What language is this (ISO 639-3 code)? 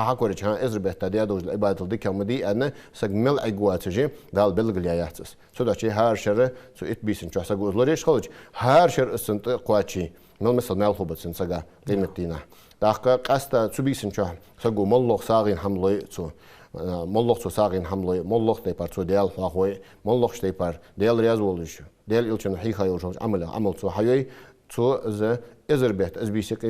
inh